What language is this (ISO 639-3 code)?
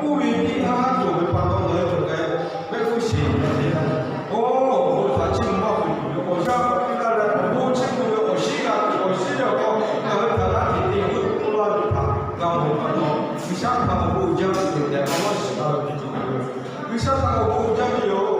lhu